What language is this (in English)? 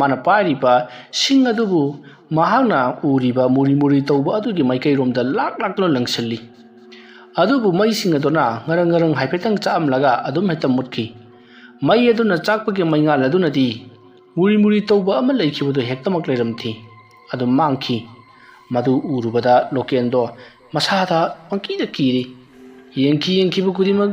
Manipuri